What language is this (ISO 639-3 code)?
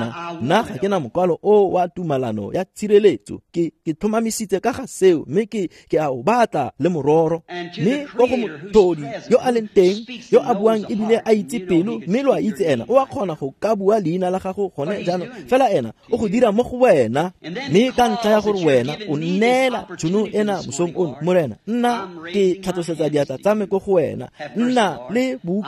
tsn